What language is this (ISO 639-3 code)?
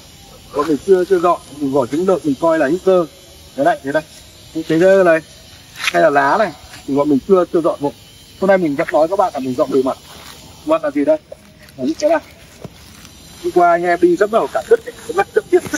vie